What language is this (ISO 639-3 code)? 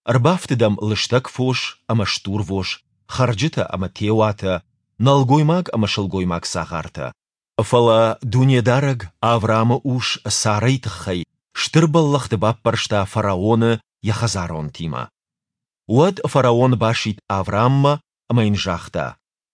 oss